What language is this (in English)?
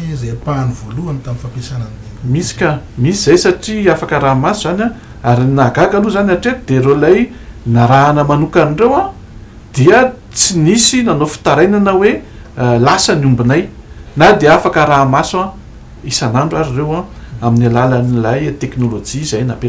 Malagasy